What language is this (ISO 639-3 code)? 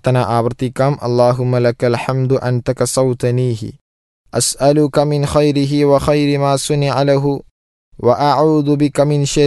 mal